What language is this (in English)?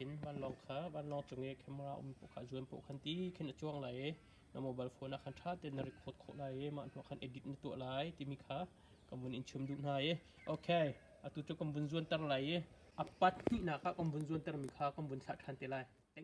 Hakha Chin